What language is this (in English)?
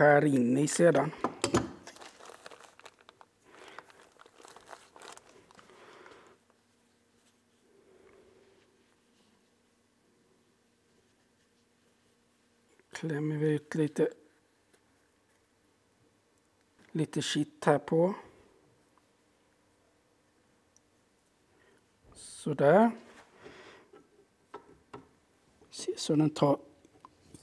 Swedish